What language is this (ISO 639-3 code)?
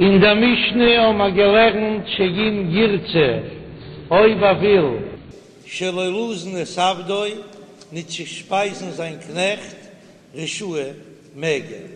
yid